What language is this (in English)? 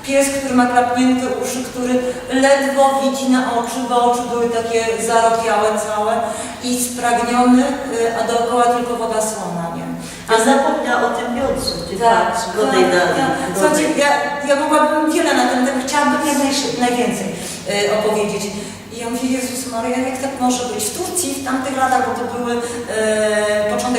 Silesian